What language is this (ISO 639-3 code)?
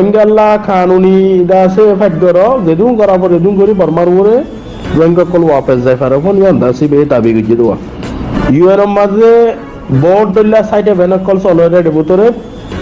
rhg